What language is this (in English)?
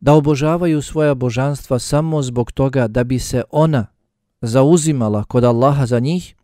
Bosnian